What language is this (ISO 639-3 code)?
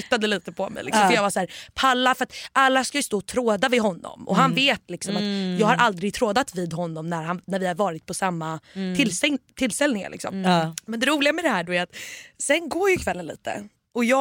swe